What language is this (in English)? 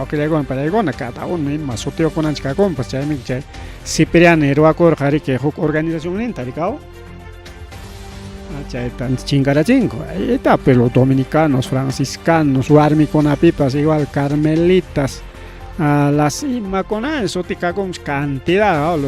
Ayacucho Quechua